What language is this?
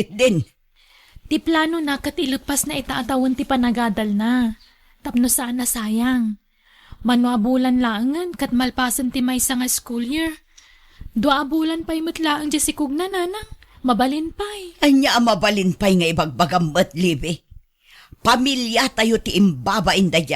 Iloko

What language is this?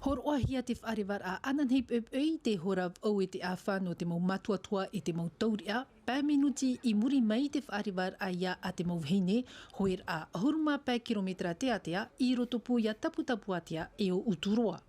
Tahitian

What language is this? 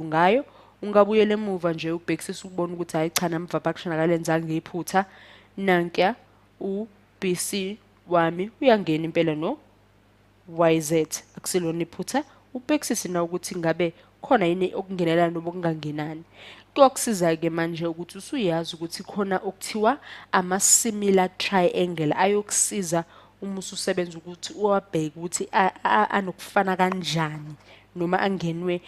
Zulu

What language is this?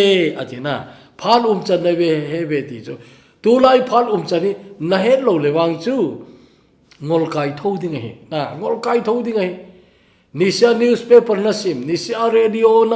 Thado Chin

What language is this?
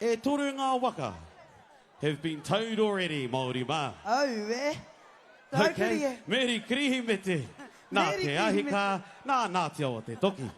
Māori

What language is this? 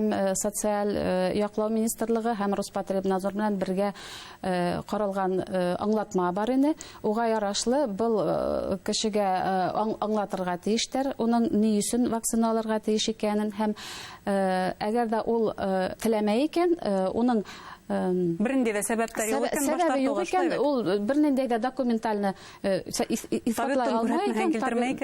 Bashkir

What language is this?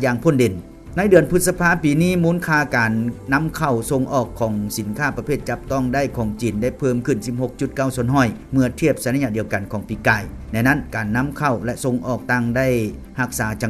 Lao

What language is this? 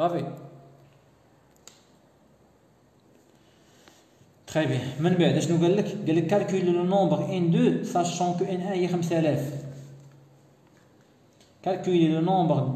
Moroccan Arabic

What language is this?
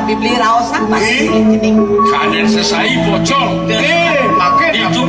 Balinese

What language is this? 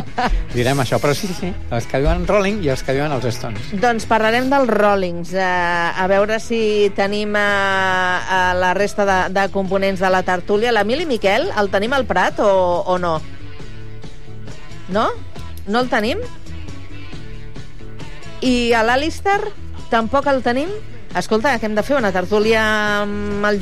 Catalan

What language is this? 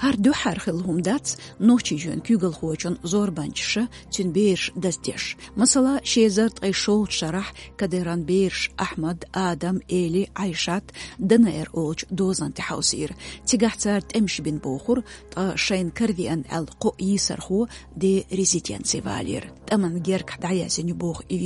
Chechen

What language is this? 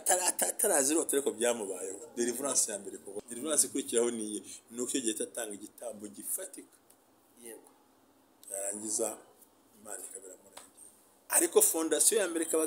Kinyarwanda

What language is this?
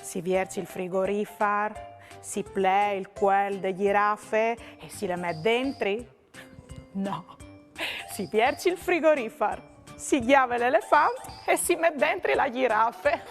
Friulian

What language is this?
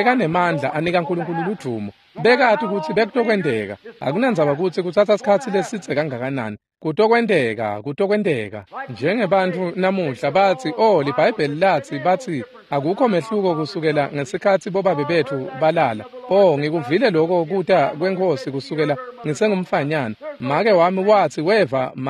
Swati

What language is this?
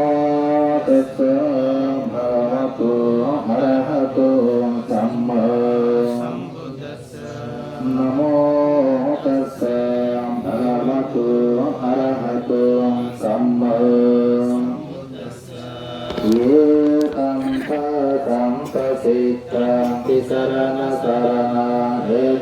Pali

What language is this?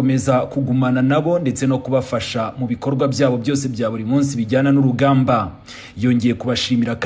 Kinyarwanda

